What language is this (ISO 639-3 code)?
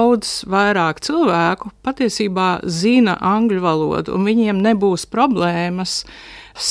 lav